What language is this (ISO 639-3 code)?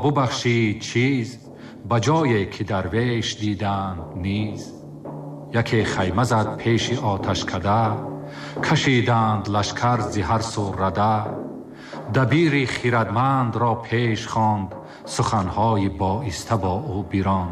tgk